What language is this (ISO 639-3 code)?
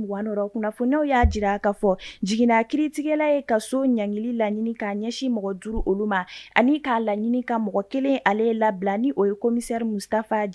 bam